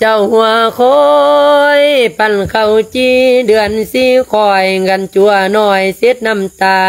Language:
Lao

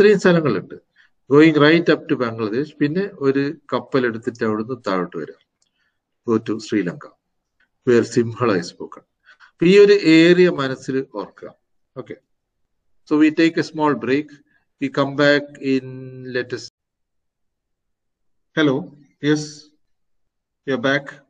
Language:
Malayalam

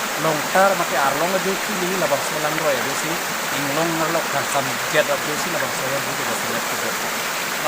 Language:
Karbi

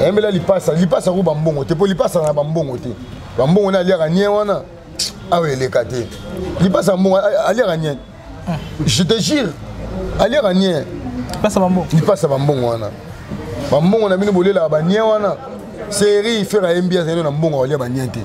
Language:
Lingala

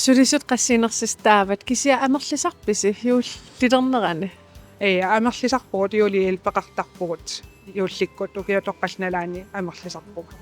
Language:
Kalaallisut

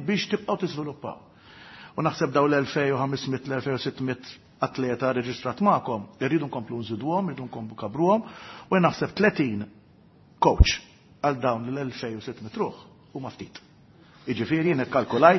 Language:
Maltese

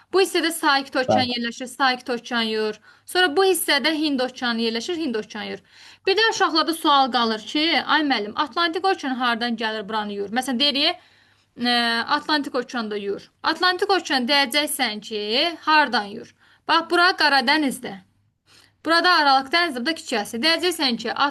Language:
Azerbaijani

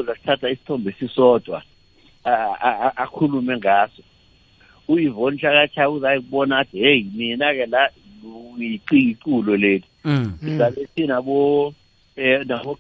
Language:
South Ndebele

